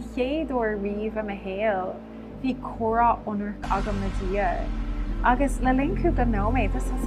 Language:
Irish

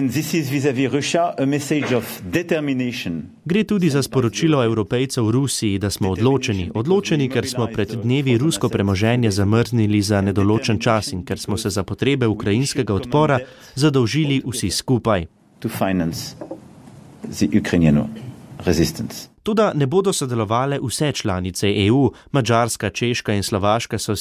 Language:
Slovenian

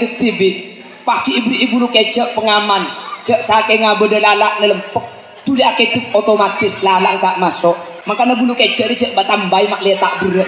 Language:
Madurese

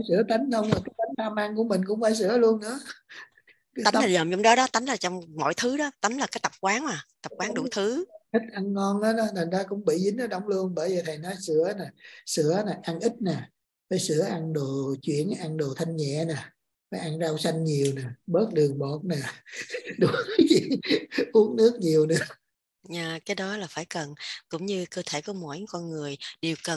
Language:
Vietnamese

